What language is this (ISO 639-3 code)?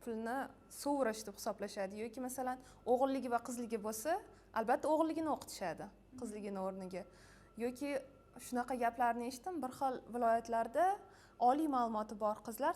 uzb